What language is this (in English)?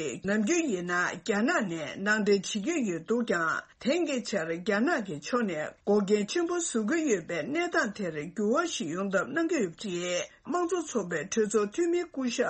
Tibetan